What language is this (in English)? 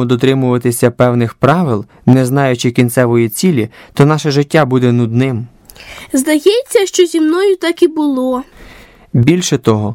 Ukrainian